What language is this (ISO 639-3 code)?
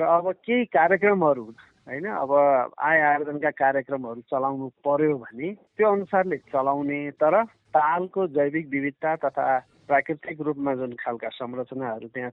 nep